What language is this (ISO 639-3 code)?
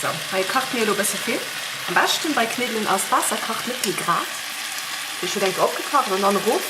ltz